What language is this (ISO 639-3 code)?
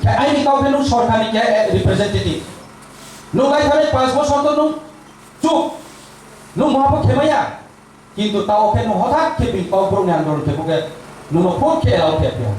trp